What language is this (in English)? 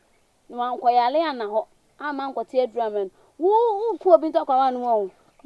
Akan